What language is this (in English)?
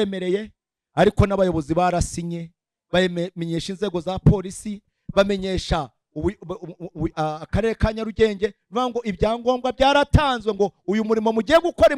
Kinyarwanda